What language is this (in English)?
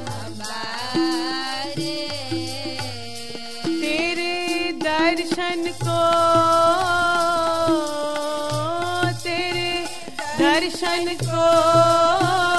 Hindi